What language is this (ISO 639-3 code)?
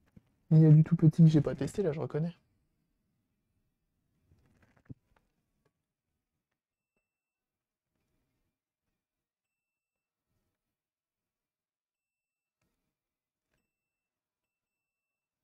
fra